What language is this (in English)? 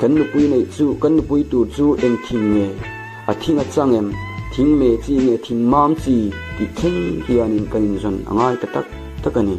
Mizo